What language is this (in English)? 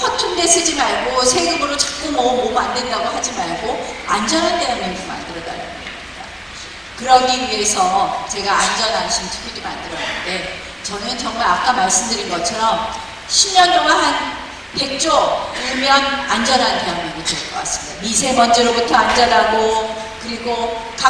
Korean